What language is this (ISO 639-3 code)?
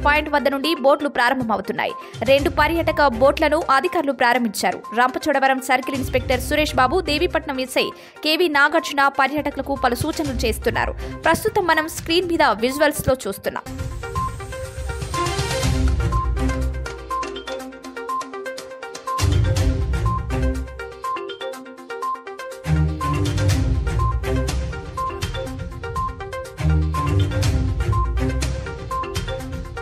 tel